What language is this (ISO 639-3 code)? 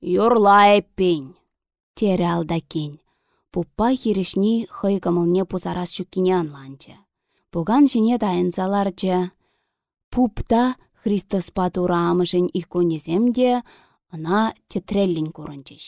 chv